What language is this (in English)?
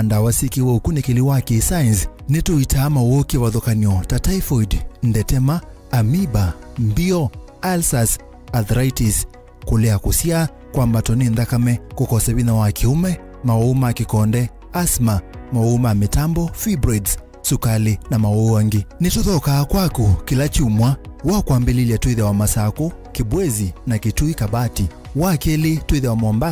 Kamba